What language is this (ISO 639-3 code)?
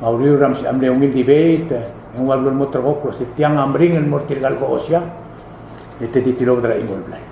pau